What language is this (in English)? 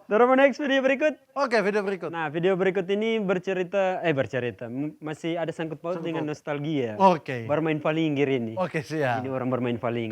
Manado Malay